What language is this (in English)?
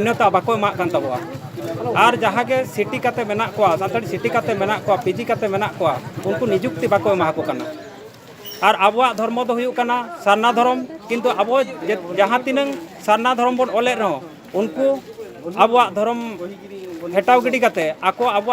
Santali